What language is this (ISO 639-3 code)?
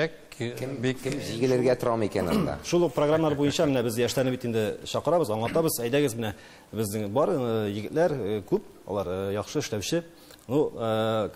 tat